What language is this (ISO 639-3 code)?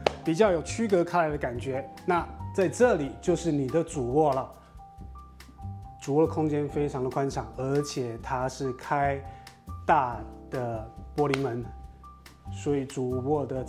zho